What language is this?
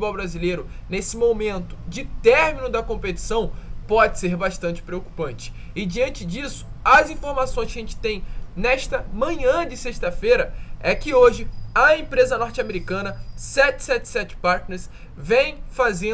Portuguese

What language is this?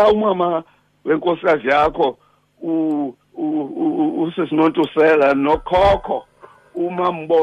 Xhosa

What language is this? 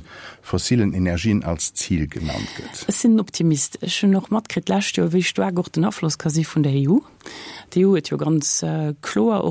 Luxembourgish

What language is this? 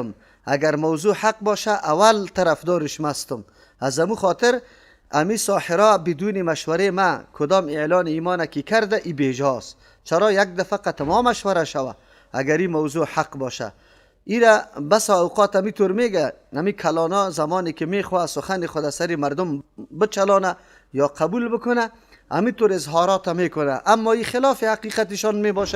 Persian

